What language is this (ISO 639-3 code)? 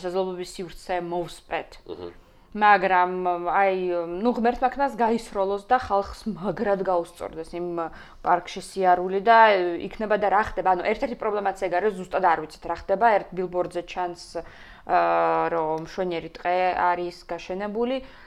kat